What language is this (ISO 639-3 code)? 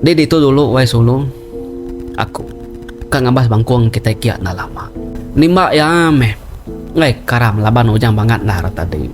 iba